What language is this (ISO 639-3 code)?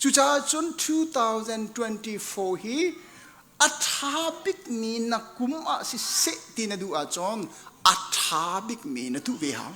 cnh